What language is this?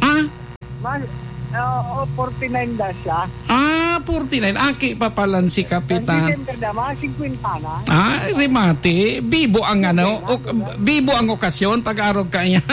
Bikol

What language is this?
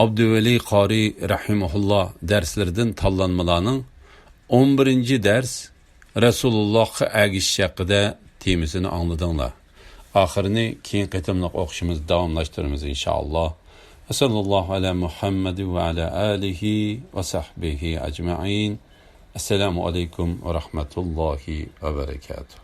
Uyghur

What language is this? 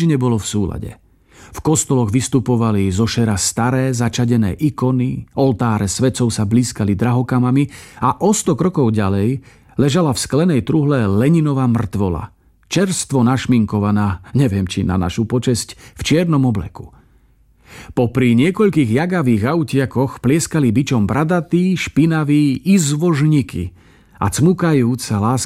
Slovak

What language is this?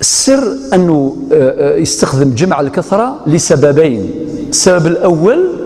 Algerian Arabic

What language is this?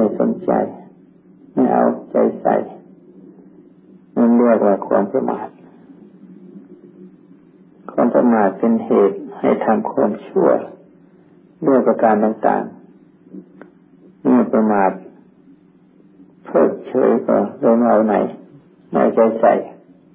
Thai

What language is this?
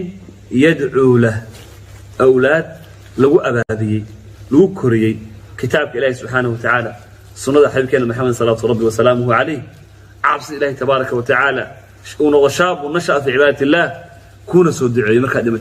Somali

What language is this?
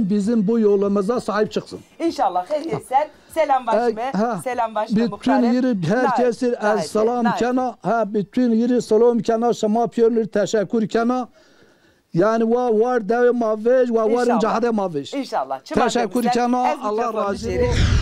Zaza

